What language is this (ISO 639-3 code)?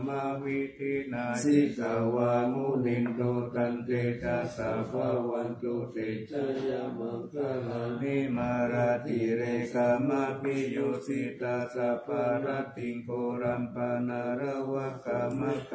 pli